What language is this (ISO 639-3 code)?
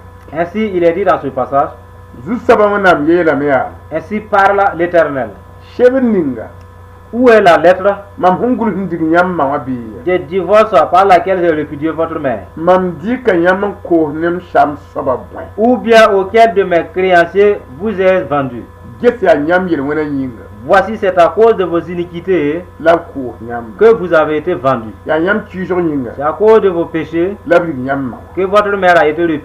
mos